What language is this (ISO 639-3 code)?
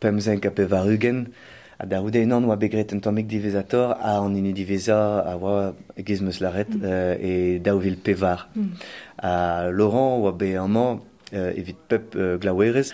bre